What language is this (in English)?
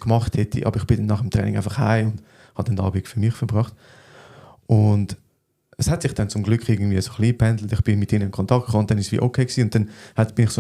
Swiss German